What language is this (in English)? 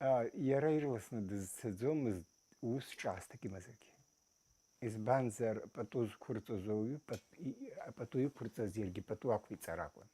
Abkhazian